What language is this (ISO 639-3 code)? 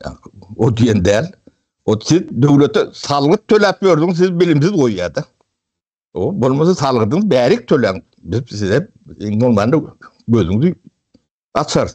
tuk